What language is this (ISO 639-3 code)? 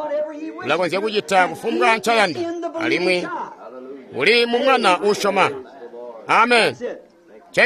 toi